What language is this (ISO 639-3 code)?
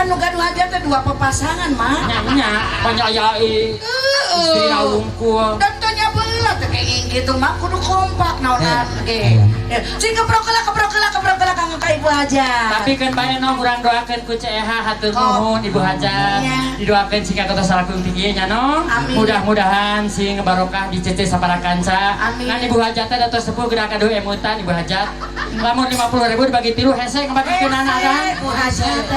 sun